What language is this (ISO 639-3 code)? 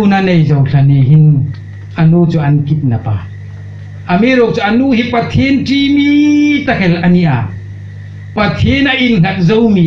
hmr